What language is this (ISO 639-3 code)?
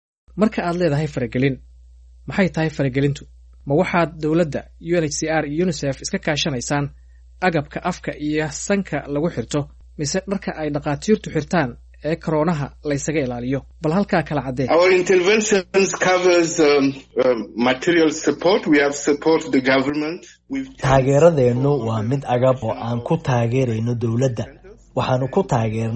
som